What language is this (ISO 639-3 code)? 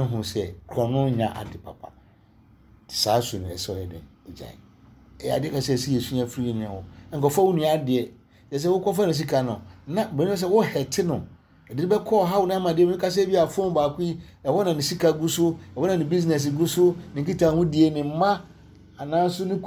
aka